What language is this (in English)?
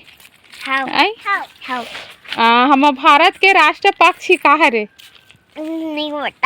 Chhattisgarhi